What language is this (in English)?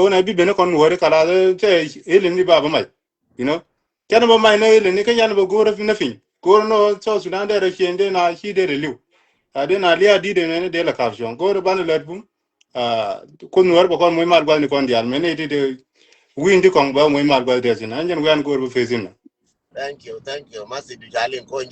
Nuer